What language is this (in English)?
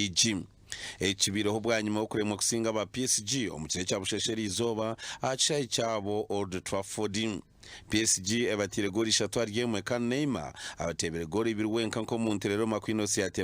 Nyankole